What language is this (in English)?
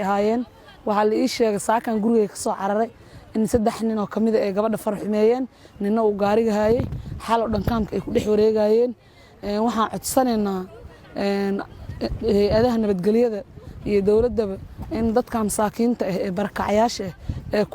Somali